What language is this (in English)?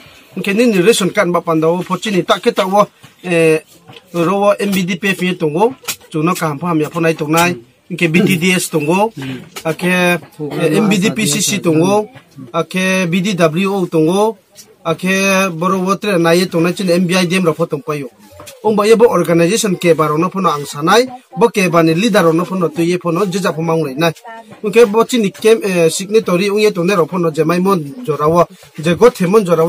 Riang (India)